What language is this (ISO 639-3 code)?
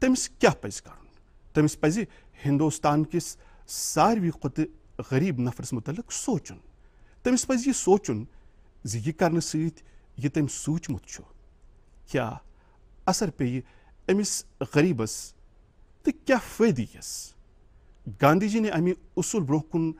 kas